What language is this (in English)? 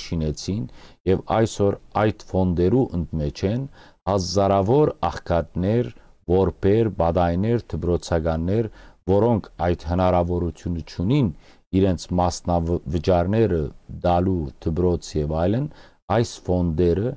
Western Armenian